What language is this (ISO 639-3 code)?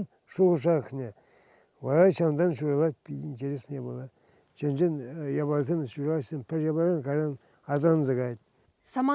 chv